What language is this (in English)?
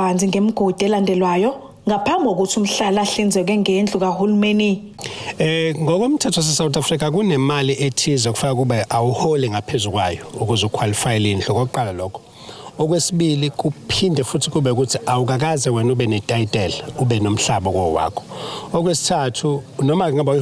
Zulu